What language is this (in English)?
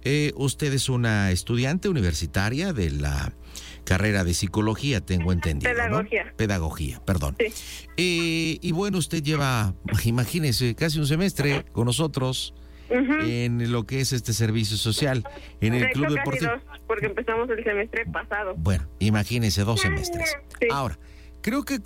Spanish